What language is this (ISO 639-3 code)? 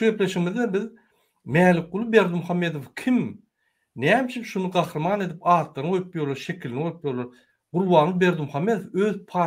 tuk